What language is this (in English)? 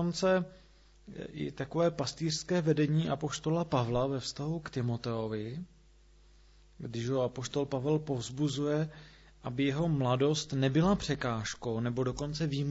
Czech